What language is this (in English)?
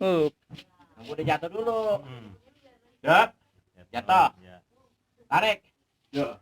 Betawi